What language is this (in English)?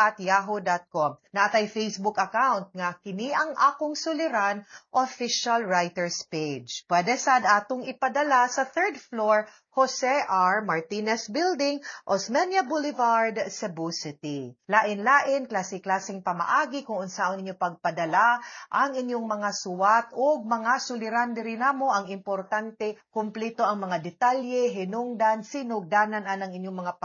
Cebuano